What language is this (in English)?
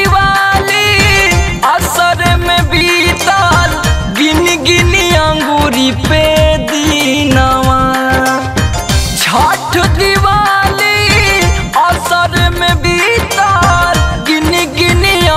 Bhojpuri